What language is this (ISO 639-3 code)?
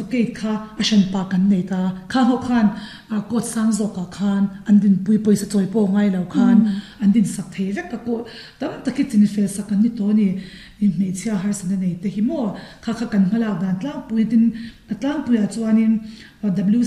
lus